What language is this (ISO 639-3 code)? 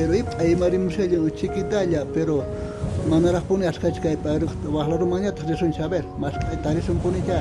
quh